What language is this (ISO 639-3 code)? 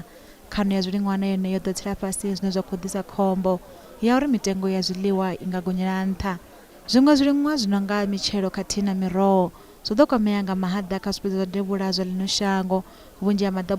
ven